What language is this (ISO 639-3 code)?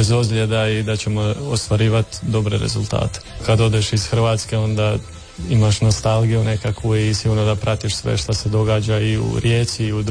hrv